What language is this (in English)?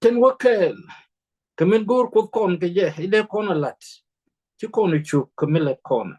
Nuer